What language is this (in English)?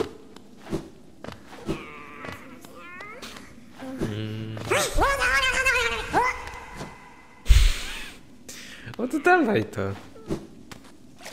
Polish